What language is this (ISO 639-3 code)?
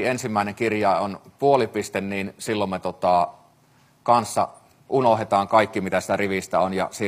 fin